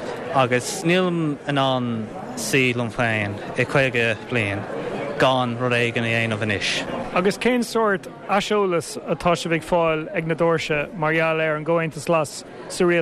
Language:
Irish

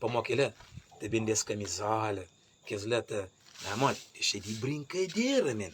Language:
Kabuverdianu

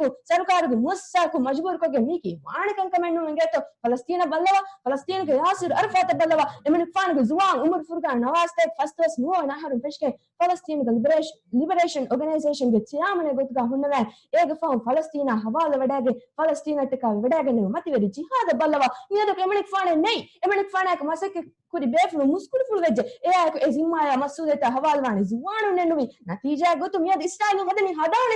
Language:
Divehi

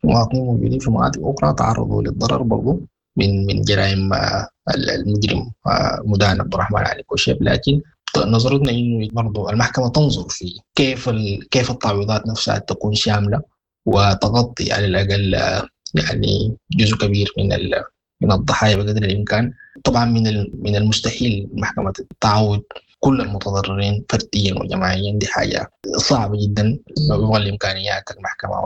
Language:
Sudanese Arabic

